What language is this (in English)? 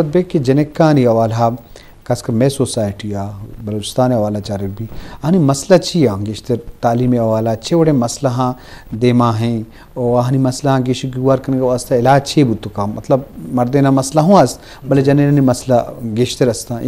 Eastern Balochi